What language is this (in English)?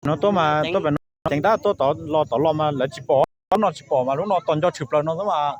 Hmong